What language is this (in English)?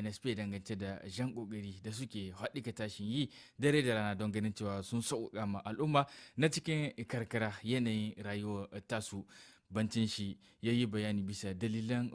Hausa